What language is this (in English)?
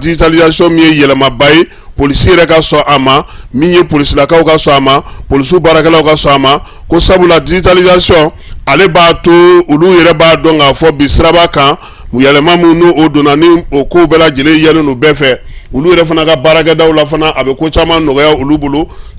Bambara